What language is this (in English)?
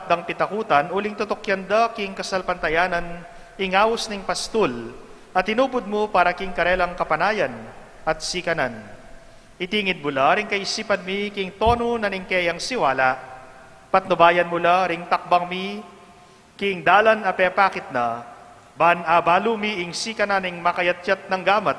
Pampanga